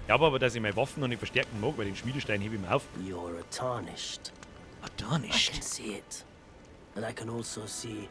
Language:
Bavarian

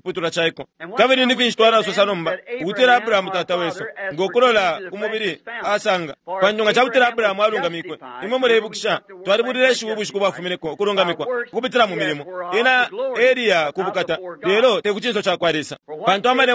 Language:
Bemba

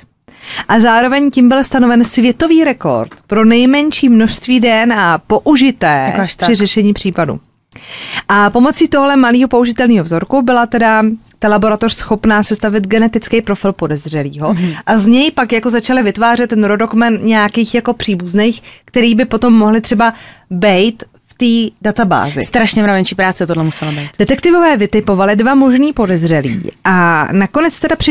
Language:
Czech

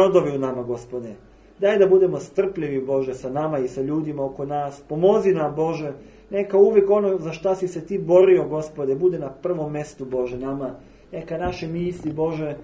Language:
Serbian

